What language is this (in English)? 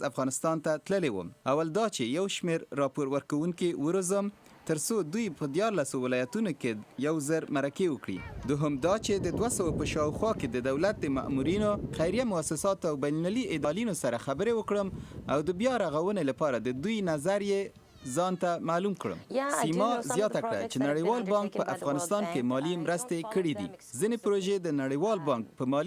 Pashto